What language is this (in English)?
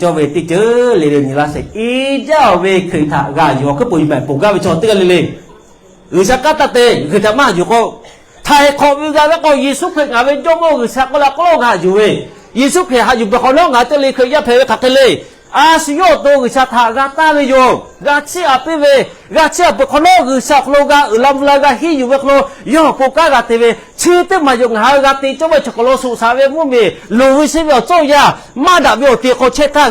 Lahu